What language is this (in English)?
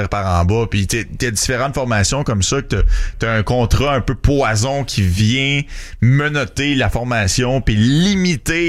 French